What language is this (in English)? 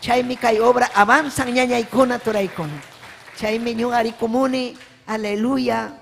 Ayacucho Quechua